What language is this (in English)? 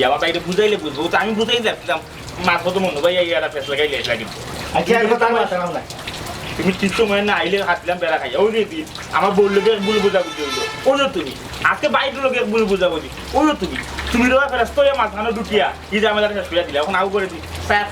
Sylheti